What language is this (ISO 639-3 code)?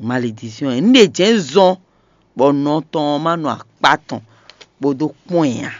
fon